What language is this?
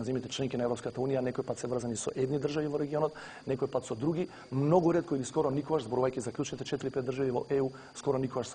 Macedonian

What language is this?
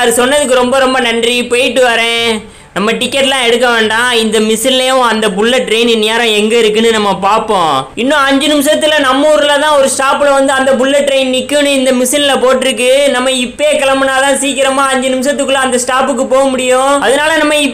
Tamil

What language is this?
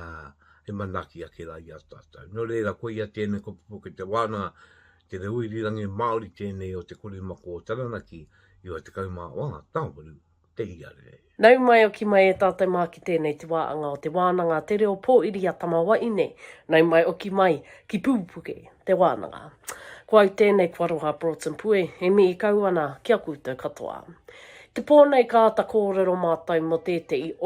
Māori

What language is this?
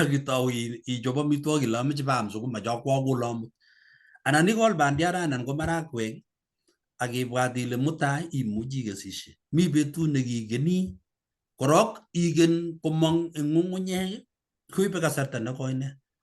Kalenjin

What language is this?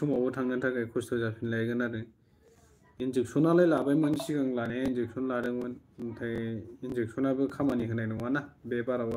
Bodo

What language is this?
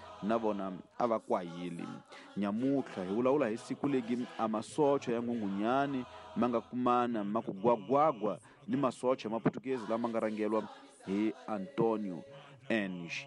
Tsonga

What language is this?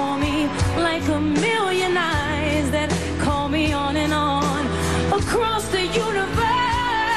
English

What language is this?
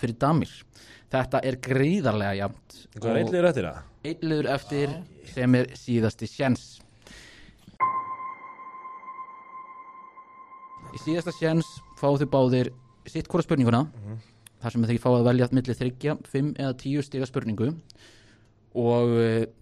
Icelandic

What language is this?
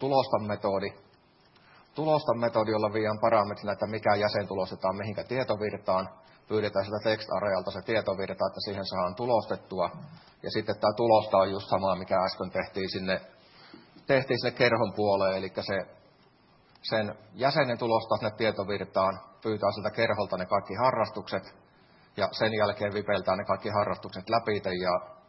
Finnish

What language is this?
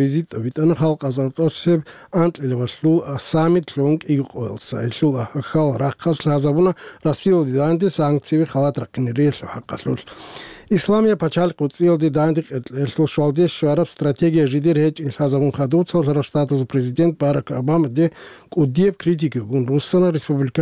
Avaric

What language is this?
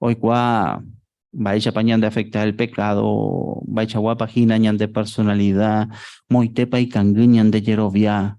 Guarani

